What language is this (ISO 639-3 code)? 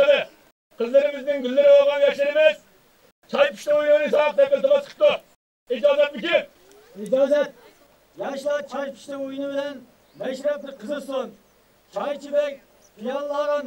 uig